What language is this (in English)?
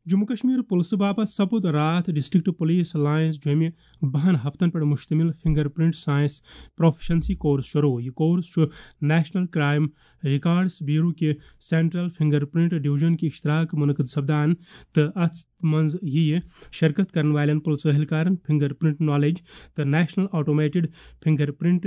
Kashmiri